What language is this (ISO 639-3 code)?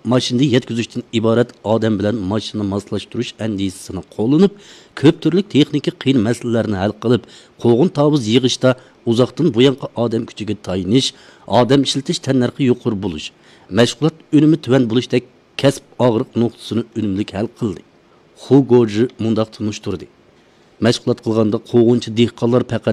uig